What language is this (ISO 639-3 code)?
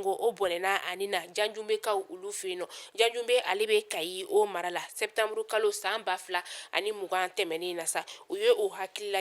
bam